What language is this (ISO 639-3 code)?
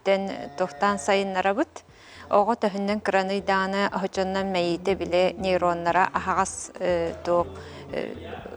sah